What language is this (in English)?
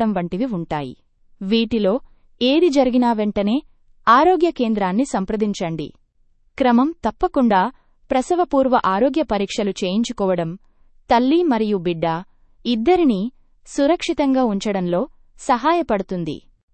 Telugu